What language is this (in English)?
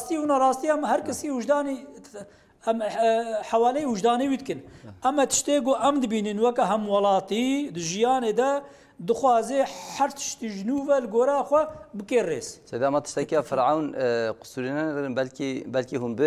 Kurdish